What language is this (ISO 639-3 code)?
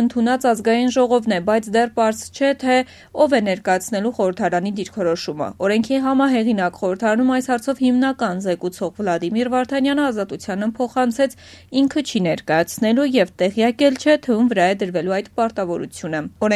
hye